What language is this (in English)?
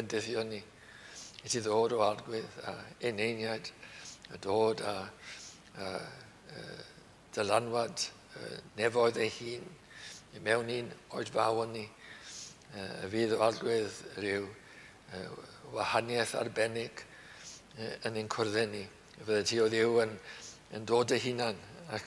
Welsh